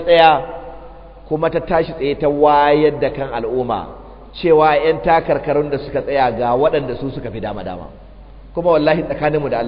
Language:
Hausa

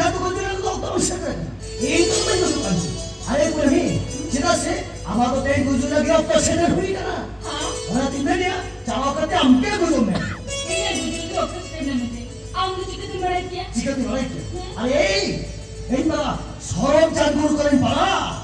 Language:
Santali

